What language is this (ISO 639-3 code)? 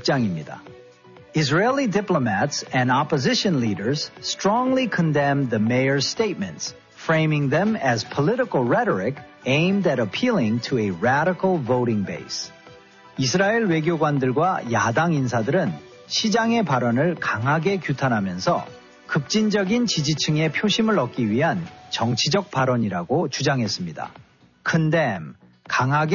kor